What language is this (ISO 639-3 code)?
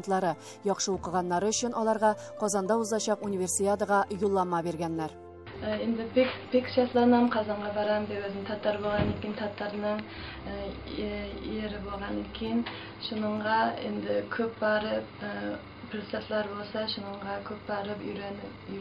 tat